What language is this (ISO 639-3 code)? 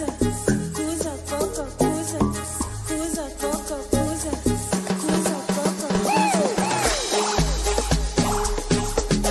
swa